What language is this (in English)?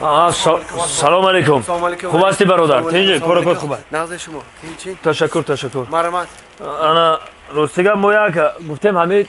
Tajik